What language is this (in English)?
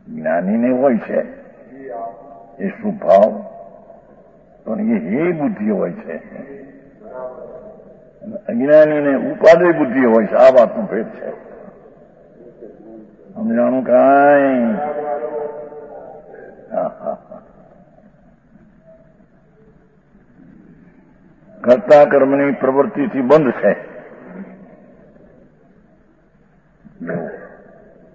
Gujarati